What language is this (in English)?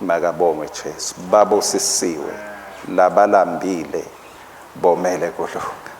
Swati